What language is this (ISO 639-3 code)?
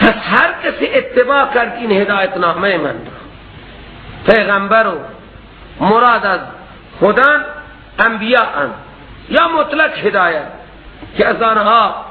fas